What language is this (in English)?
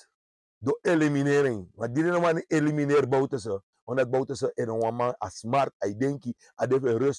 Sranan Tongo